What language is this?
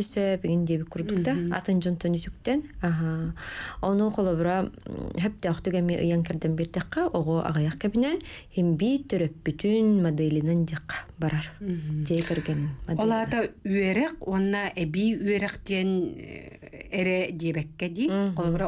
Yakut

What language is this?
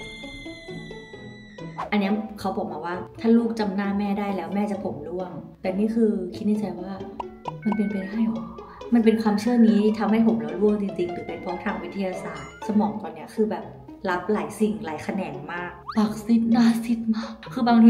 Thai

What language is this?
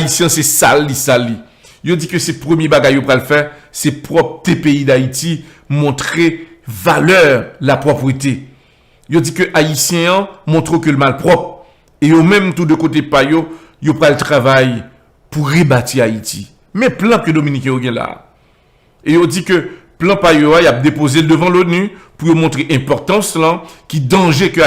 Haitian Creole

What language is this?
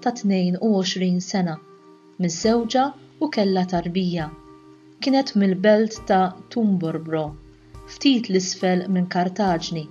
Maltese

